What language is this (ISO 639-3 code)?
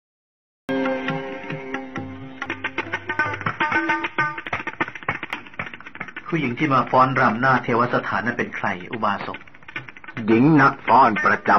tha